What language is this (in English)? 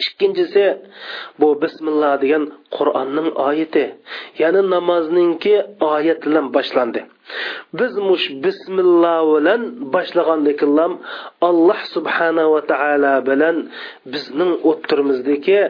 Uyghur